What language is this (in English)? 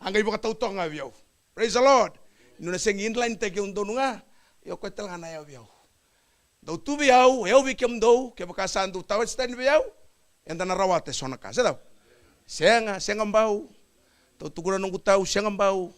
Fijian